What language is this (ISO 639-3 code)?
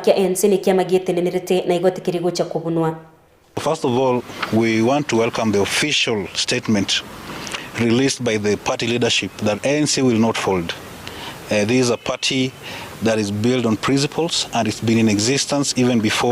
guz